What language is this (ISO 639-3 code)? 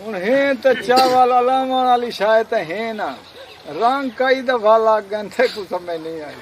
skr